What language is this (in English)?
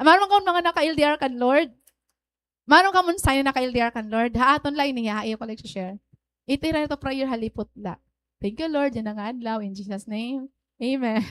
Waray